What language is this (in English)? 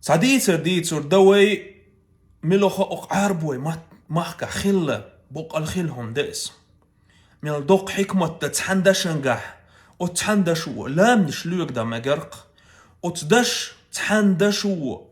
Chechen